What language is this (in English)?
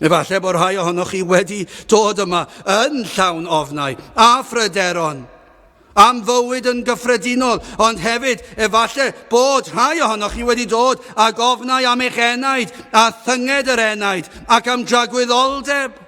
Welsh